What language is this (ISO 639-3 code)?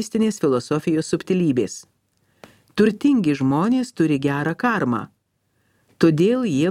lit